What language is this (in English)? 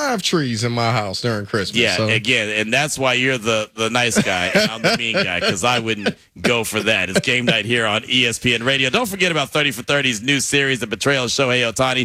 English